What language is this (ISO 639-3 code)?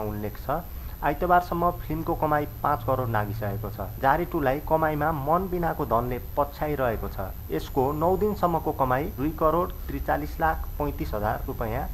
nep